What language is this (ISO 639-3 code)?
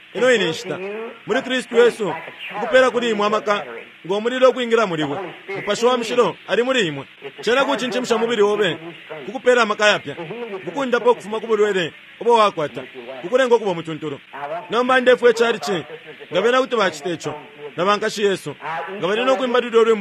bem